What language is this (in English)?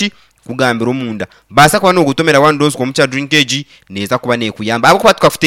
Nyankole